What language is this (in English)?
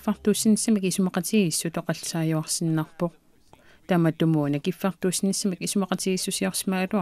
Kalaallisut